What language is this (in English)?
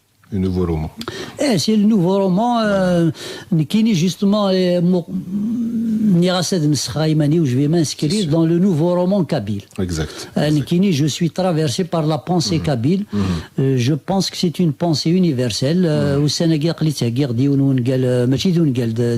Kabyle